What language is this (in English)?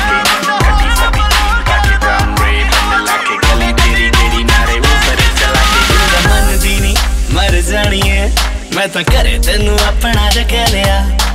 Punjabi